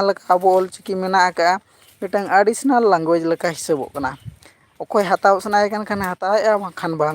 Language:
Santali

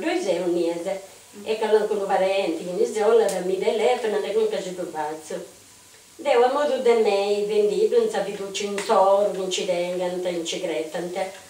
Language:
Sardinian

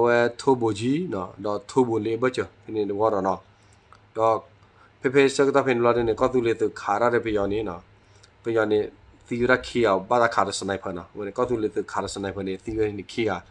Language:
S'gaw Karen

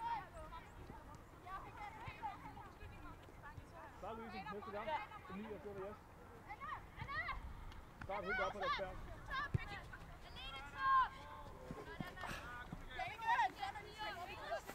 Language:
Danish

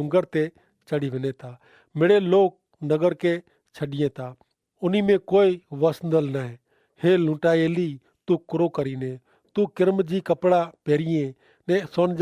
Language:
Kachhi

